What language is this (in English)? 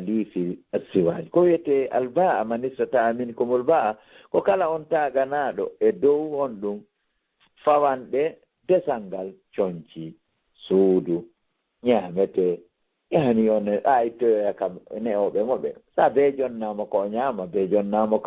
Fula